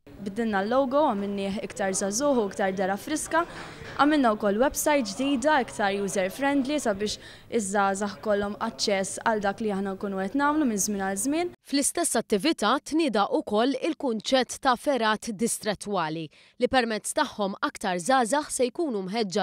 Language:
Maltese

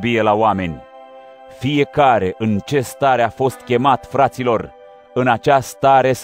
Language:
Romanian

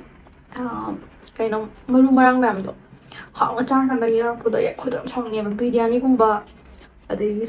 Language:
Manipuri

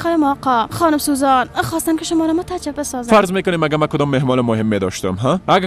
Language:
Persian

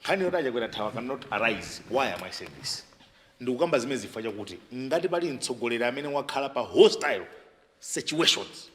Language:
Nyanja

